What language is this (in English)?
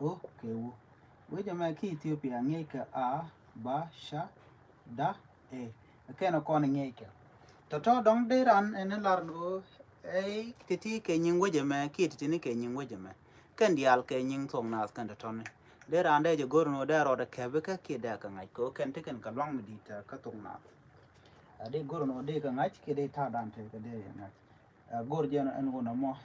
Nuer